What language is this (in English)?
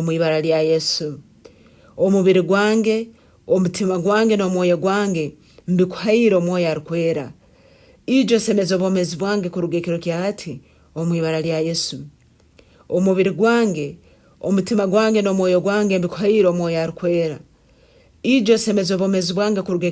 Nyankole